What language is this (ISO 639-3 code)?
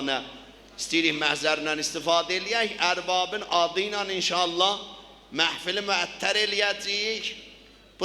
azb